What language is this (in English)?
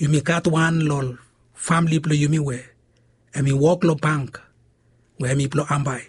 Bislama